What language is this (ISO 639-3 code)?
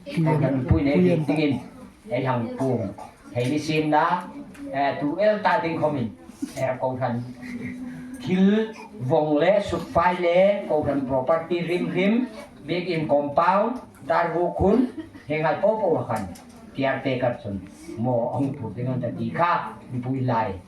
hmr